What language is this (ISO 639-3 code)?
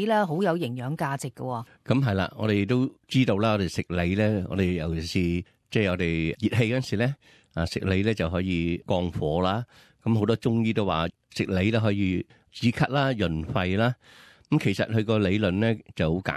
yue